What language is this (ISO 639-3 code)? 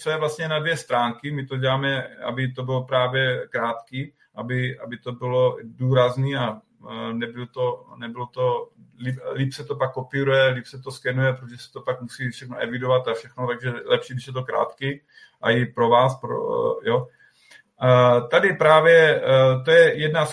ces